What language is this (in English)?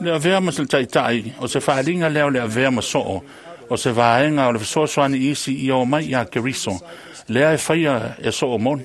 Samoan